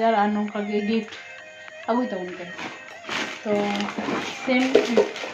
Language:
Santali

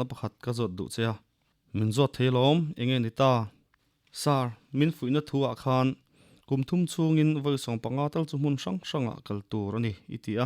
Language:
Mizo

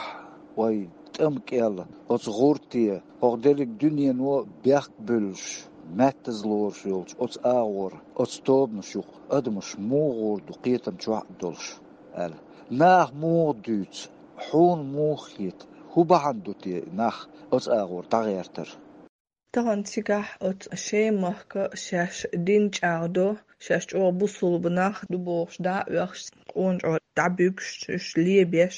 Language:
Chechen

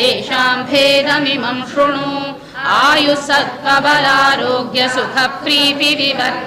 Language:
Sanskrit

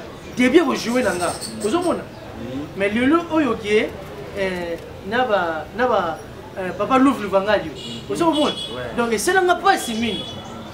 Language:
Lingala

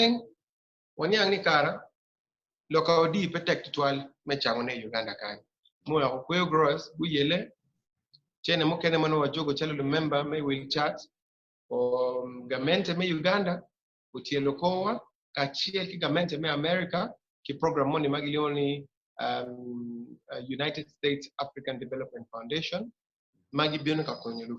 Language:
Acoli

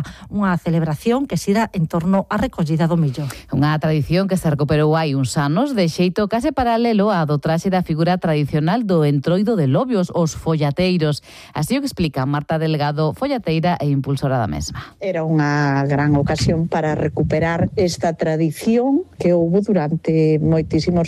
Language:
Galician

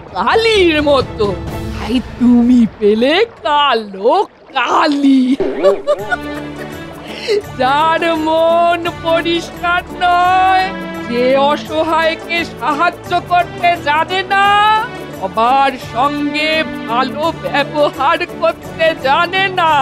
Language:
Bangla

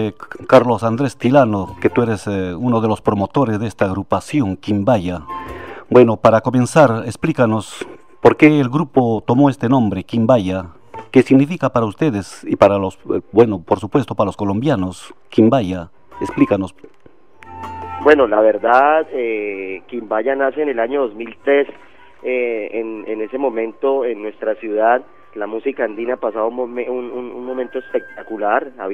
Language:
Spanish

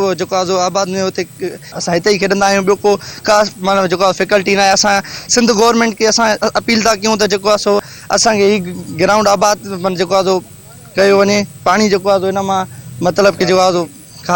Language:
Sindhi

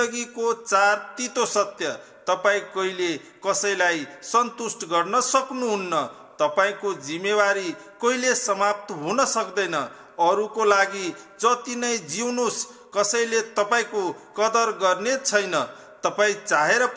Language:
Nepali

